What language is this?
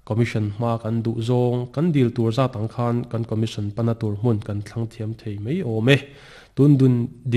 Mizo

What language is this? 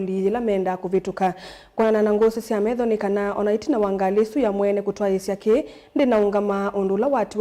Kamba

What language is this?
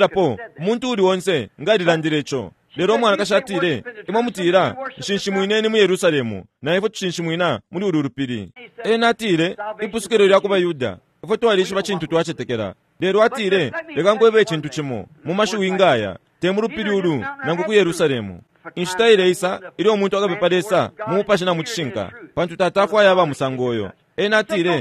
Bemba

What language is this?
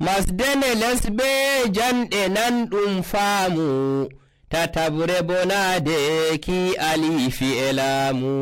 Nigerian Fulfulde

